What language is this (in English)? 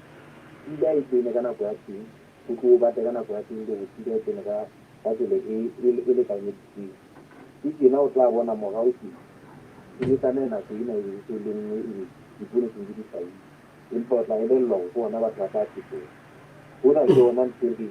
Southern Sotho